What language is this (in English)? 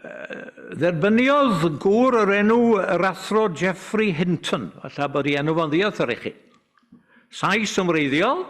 Welsh